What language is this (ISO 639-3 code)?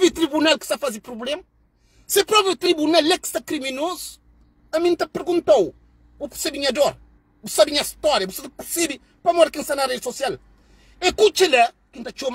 kea